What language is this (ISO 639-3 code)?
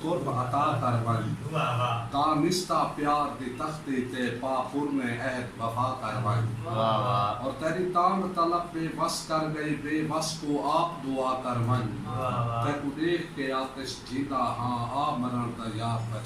skr